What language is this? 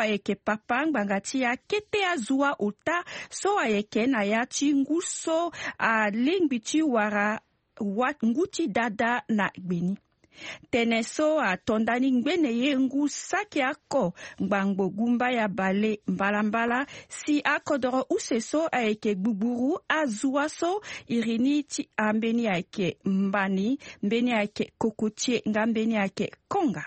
Sango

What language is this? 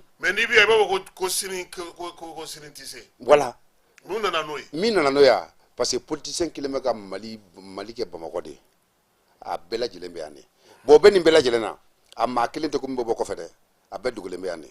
Bambara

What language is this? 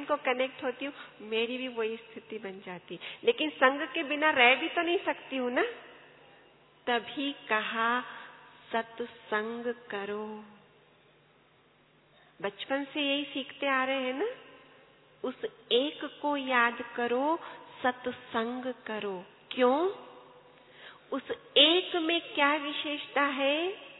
Hindi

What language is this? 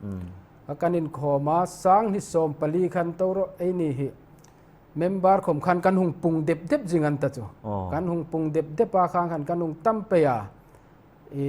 Hmar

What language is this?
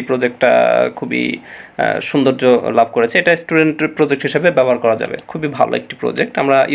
Bangla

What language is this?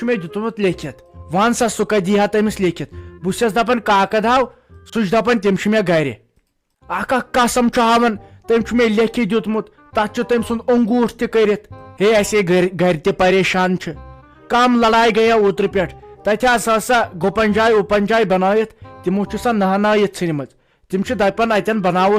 Kashmiri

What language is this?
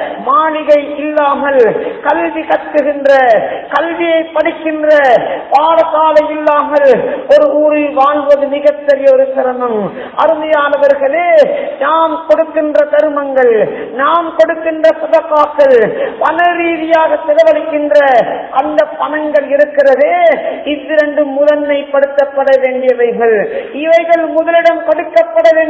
Tamil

